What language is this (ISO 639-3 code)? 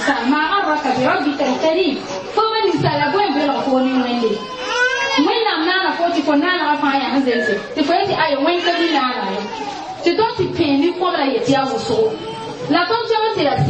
mos